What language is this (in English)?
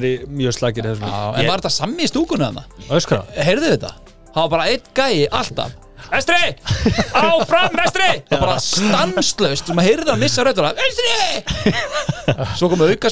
Icelandic